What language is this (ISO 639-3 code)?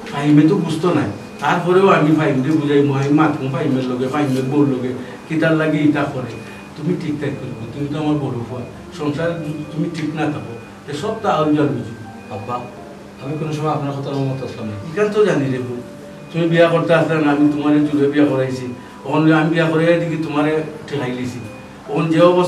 syl